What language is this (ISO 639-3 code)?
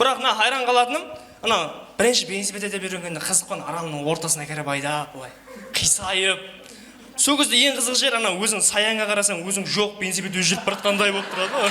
kaa